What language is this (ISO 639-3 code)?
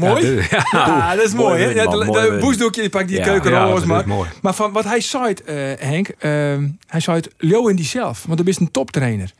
fry